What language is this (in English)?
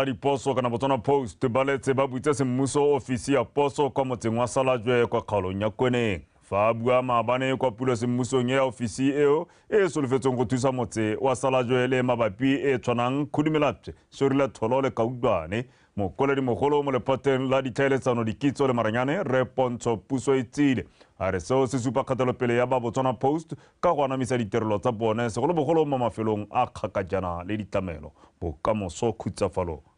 Tswana